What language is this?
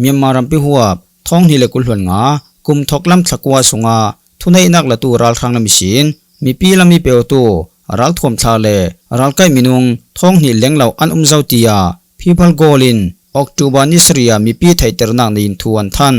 Falam Chin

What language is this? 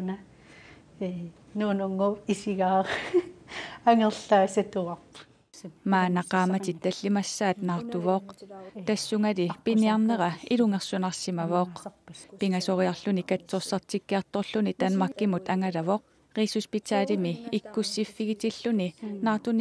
Kalaallisut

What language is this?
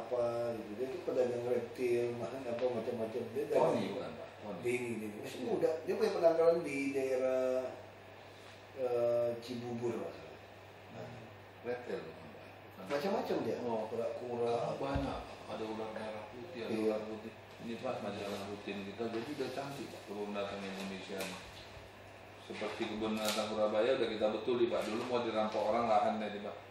Indonesian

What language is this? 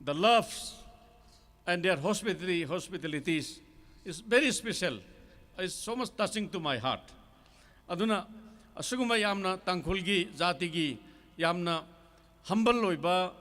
Tangkhul Naga (India)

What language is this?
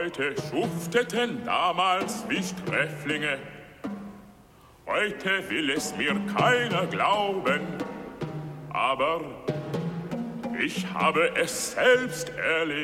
German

